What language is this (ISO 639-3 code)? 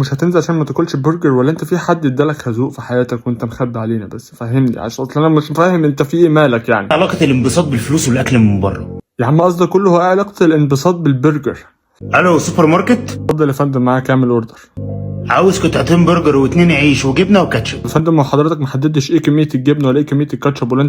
arz